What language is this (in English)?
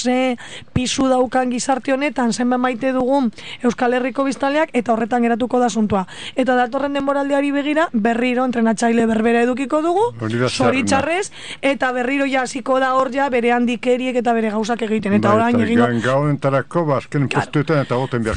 Basque